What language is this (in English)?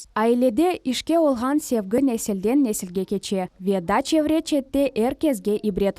Crimean Tatar